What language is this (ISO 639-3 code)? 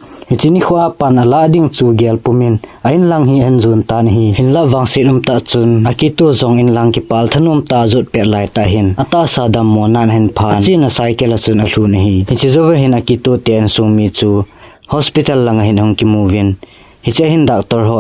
tcz